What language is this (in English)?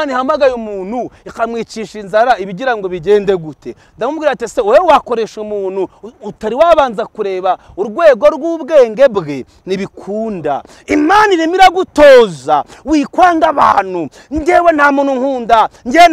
Kinyarwanda